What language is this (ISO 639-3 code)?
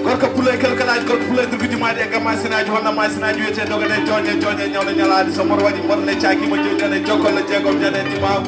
ful